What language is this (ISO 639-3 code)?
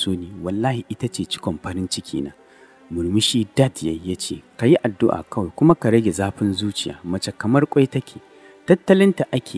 hau